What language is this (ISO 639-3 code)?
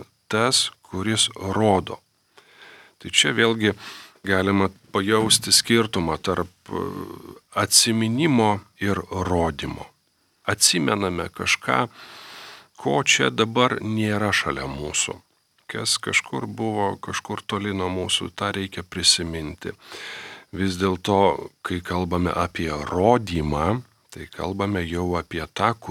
lit